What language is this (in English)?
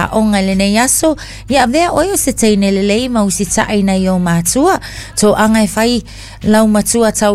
Samoan